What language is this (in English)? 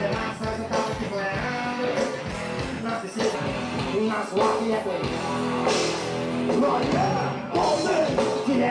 Portuguese